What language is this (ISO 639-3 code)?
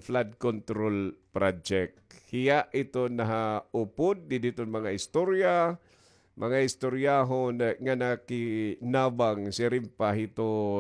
war